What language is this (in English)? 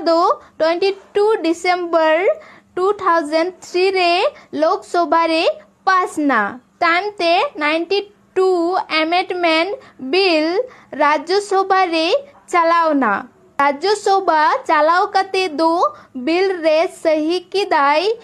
Santali